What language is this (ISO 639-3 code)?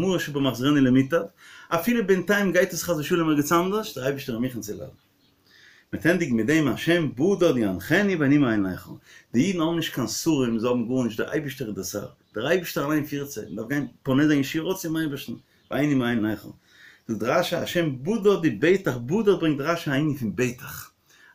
yid